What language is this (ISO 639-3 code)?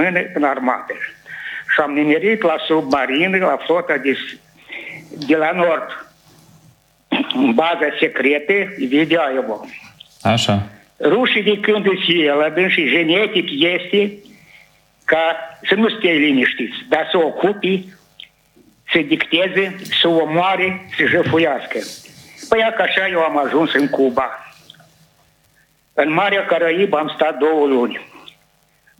ron